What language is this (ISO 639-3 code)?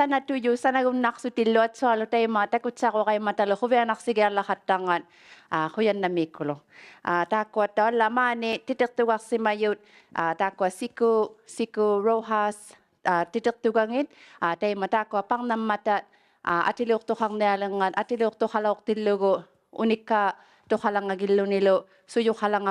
iku